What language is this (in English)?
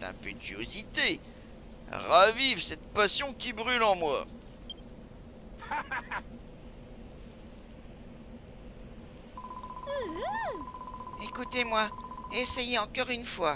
French